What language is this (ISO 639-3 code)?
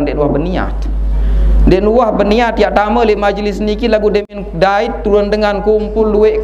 sas